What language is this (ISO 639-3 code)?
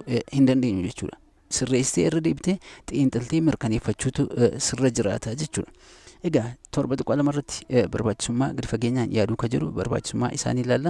orm